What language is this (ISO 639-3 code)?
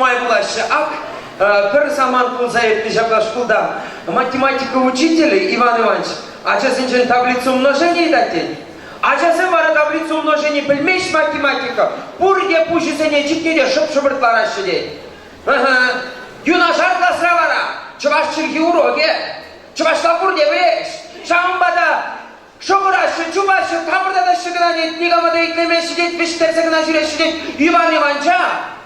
chv